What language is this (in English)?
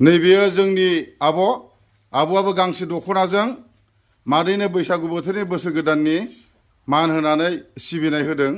Bodo